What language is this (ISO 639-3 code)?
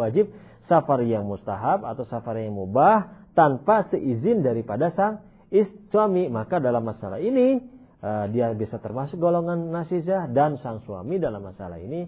ind